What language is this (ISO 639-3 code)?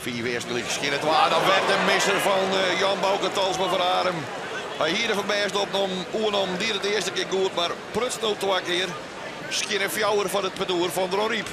fry